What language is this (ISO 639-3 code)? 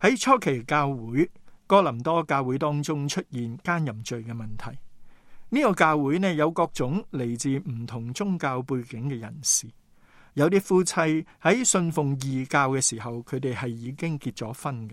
yue